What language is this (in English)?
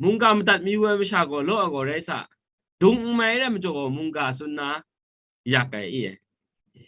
Kachin